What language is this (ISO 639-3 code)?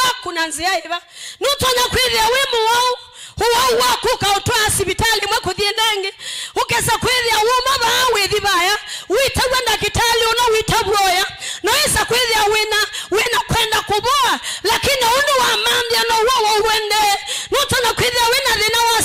kam